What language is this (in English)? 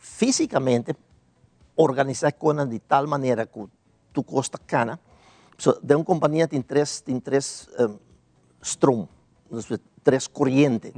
Papiamento